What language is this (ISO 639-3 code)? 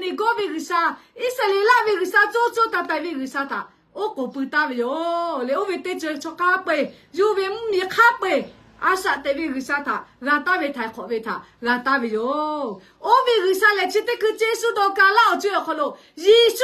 lhu